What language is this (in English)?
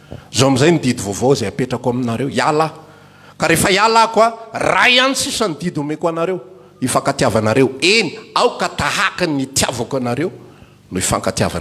Malagasy